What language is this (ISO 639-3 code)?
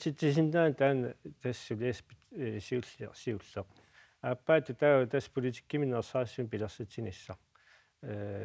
kal